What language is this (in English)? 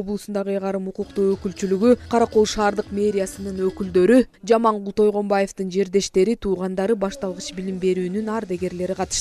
Kyrgyz